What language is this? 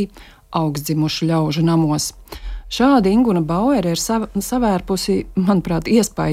Latvian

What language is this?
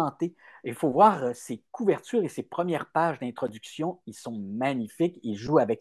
French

